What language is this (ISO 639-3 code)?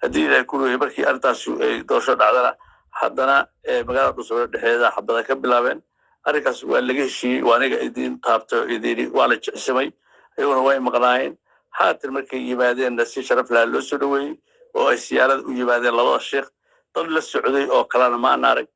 som